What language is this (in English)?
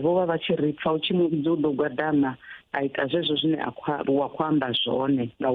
Venda